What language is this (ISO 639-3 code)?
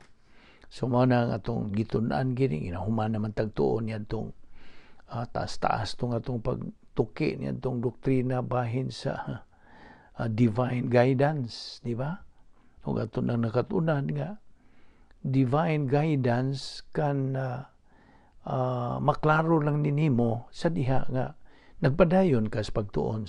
ceb